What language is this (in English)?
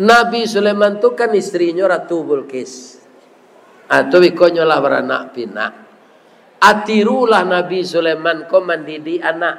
Minangkabau